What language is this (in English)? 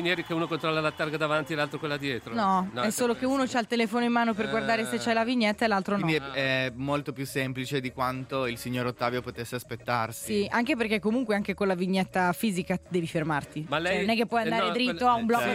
Italian